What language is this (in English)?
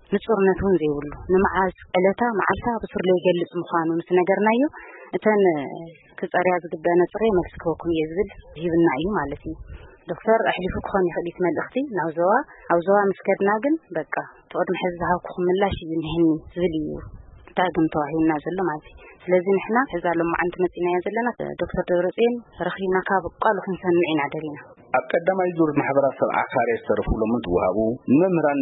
Tigrinya